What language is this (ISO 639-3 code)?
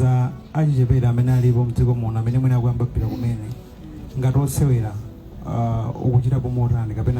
nya